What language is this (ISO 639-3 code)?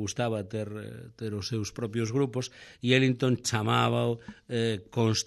glg